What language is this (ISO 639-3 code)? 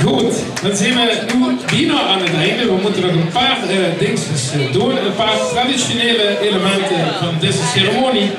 lim